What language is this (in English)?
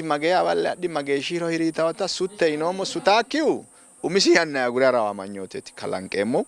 Sidamo